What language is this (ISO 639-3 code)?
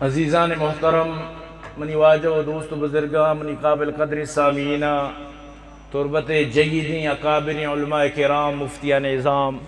bgp